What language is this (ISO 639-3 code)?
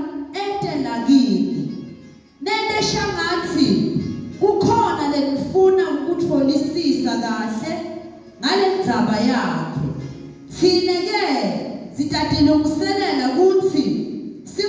zul